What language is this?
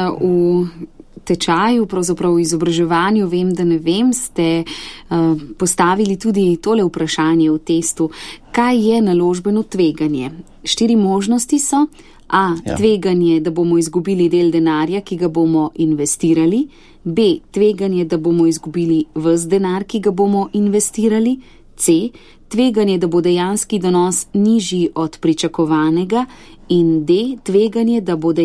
Slovenian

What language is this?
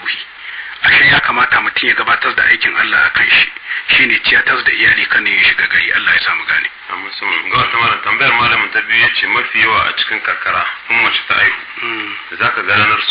Hausa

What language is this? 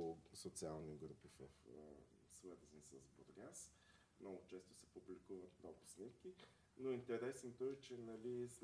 Bulgarian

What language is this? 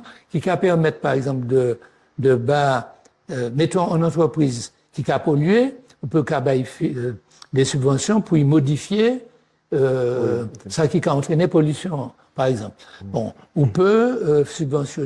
Guadeloupean Creole French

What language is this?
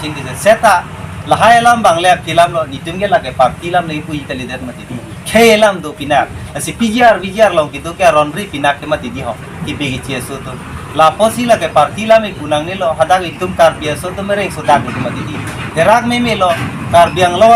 Karbi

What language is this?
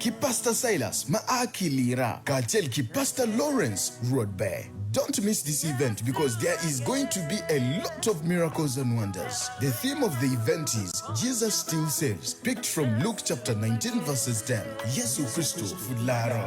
Acoli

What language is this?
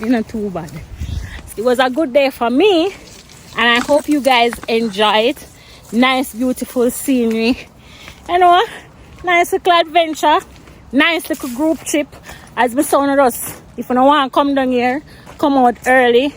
Jamaican Creole English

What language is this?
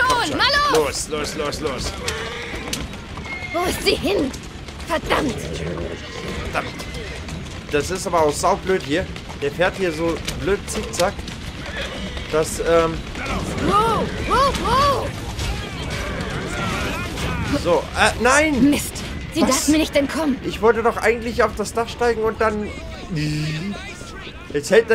German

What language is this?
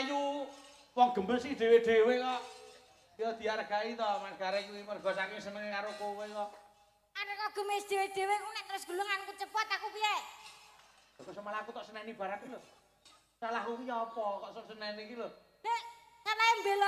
Javanese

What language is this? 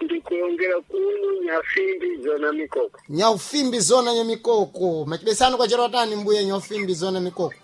Sena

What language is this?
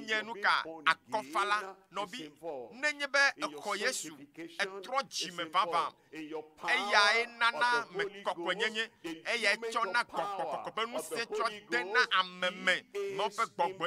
Ewe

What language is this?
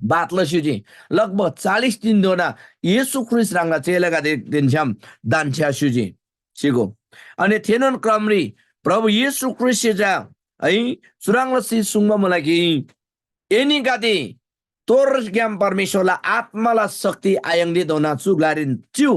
Eastern Tamang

